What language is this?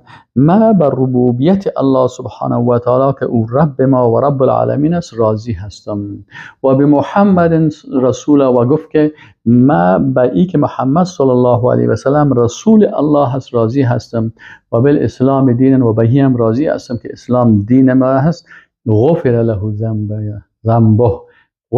Persian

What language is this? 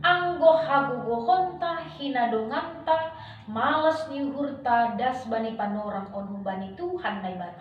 Batak Simalungun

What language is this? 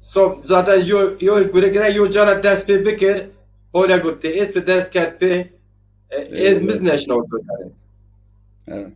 Zaza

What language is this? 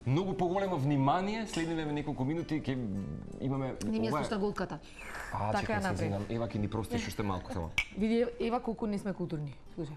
Macedonian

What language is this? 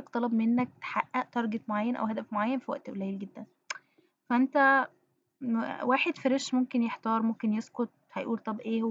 Egyptian Arabic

